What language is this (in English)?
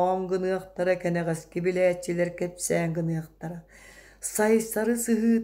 Yakut